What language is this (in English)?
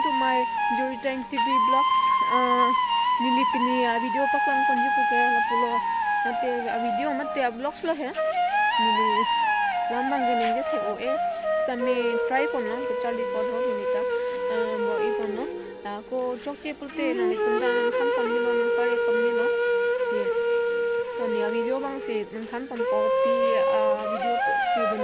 Karbi